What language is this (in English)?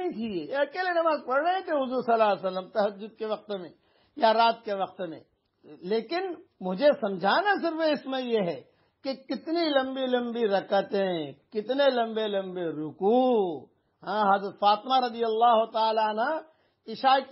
Urdu